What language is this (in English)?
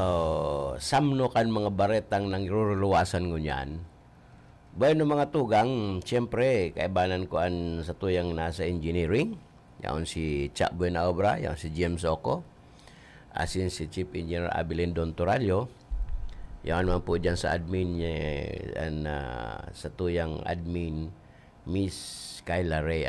Bikol